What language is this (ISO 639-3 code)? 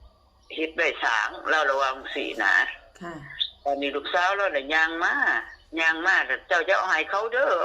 tts